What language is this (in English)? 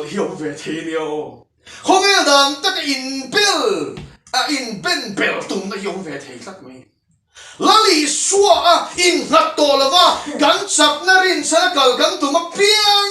Mizo